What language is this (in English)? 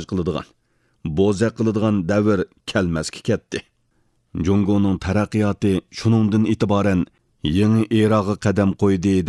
Uyghur